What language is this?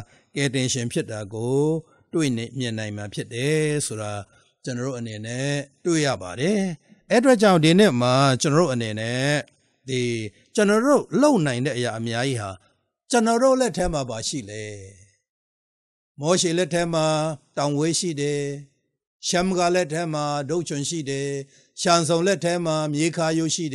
Burmese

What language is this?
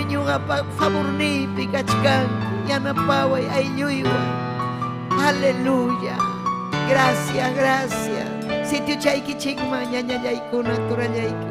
Ayacucho Quechua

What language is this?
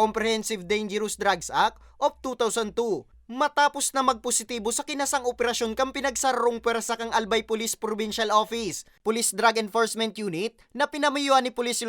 Bikol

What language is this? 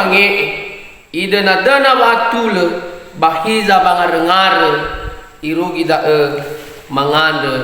Nias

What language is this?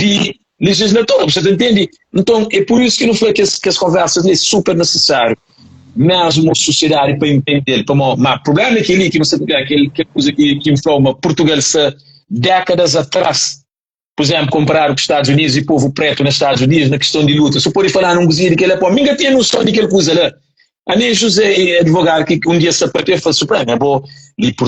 Kabuverdianu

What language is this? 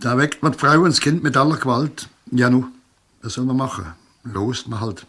Swiss German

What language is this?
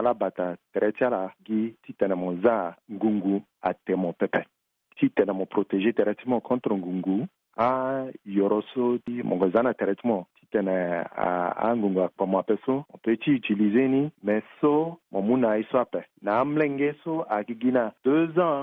Sango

